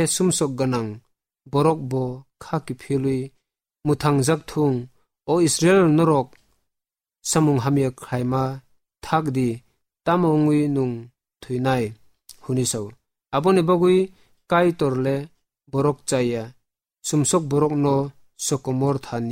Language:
Kok Borok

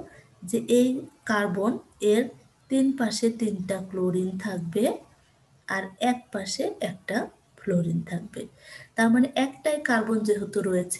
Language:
Bangla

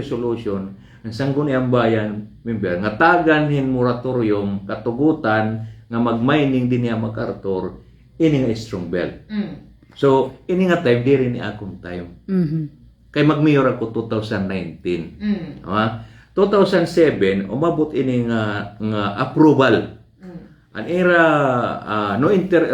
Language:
Waray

